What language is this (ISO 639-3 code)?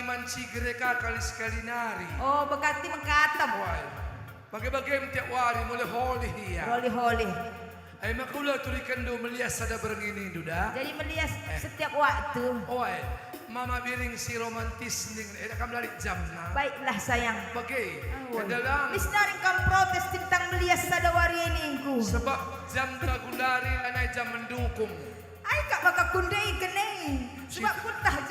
btx